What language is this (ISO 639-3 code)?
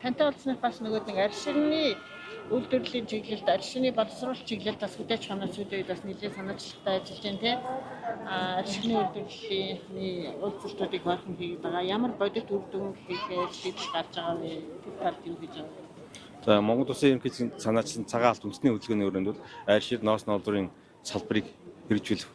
mon